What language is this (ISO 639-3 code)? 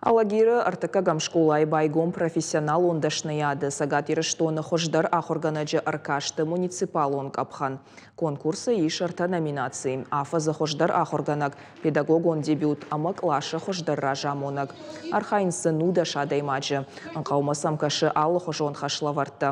oss